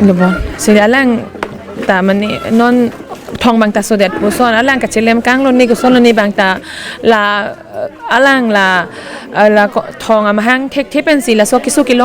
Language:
Karbi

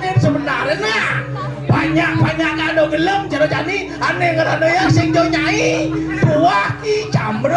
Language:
Balinese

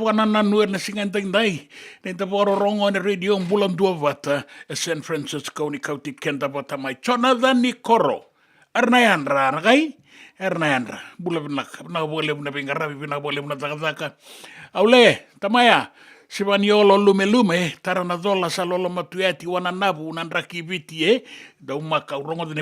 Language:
Fijian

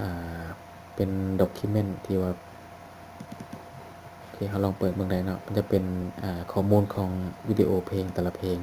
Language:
Lao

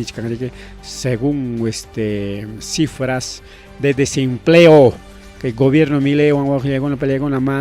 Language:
Ayacucho Quechua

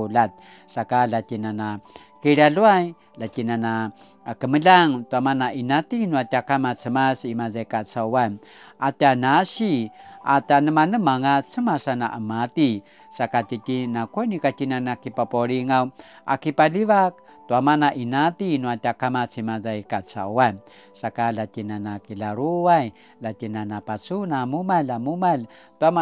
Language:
Paiwan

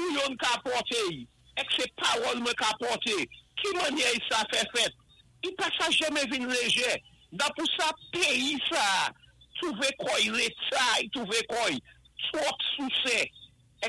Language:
Saint Lucian Creole French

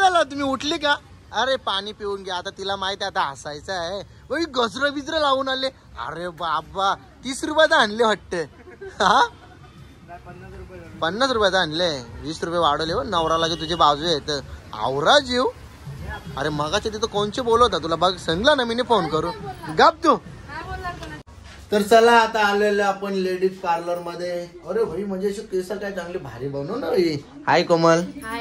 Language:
Marathi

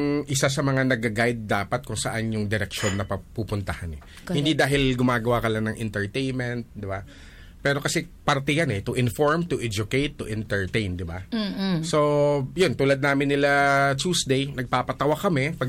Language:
Filipino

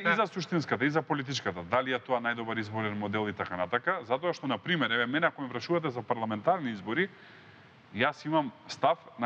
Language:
Macedonian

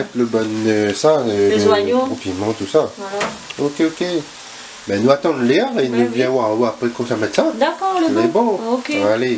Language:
Réunion Creole French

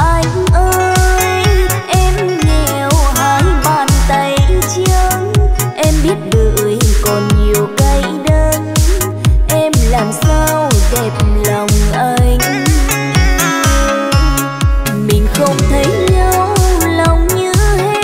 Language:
Vietnamese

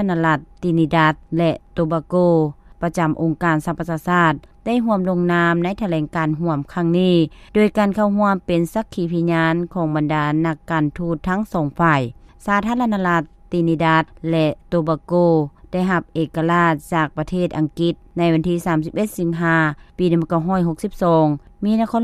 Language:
Lao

